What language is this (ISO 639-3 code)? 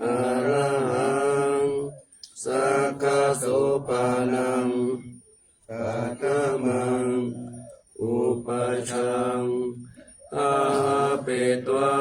pli